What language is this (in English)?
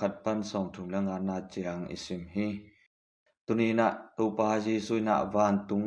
Tedim Chin